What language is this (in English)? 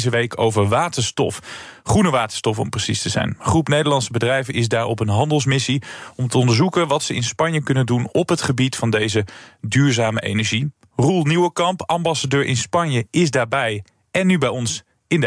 Dutch